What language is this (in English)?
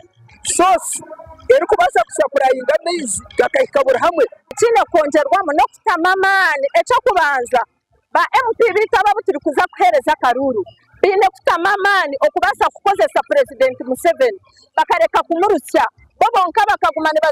Nyankole